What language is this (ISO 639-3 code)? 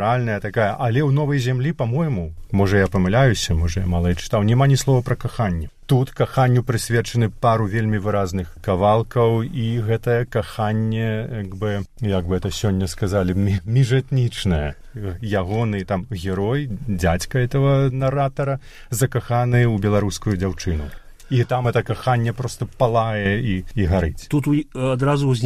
bel